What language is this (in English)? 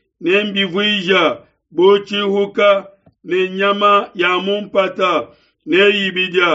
Luba-Lulua